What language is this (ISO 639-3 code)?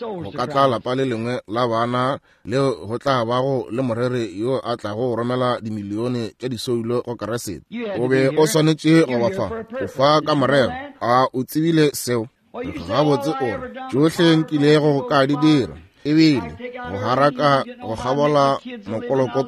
nso